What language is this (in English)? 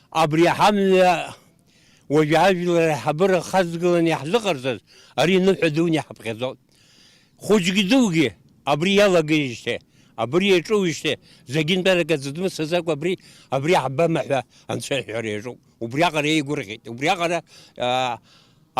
Abkhazian